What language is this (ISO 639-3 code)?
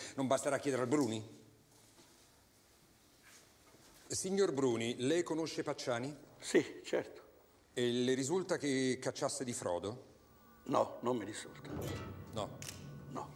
ita